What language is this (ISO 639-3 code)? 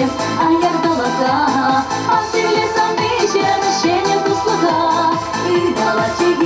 chv